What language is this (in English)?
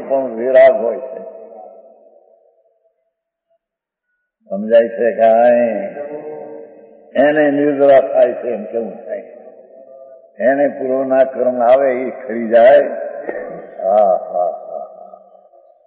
Gujarati